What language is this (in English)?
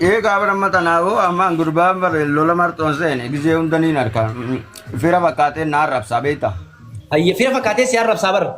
Oromo